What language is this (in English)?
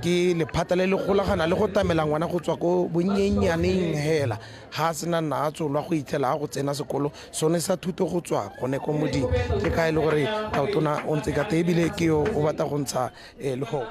Tswana